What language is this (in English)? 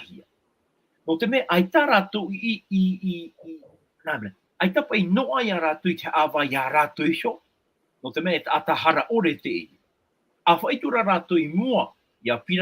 Tahitian